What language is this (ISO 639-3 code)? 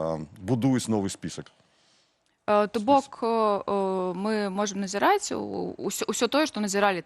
bel